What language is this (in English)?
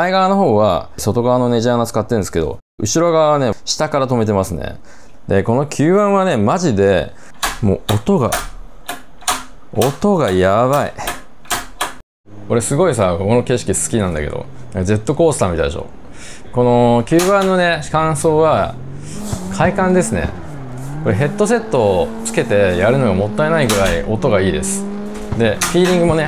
Japanese